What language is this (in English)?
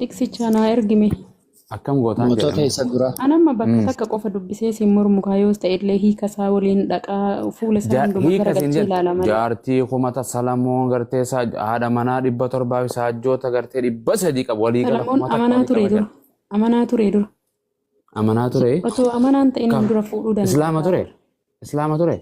Oromo